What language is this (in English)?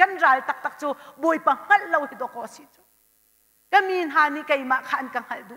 Hakha Chin